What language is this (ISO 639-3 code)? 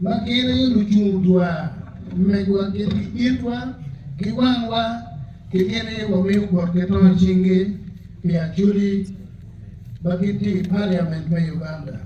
ach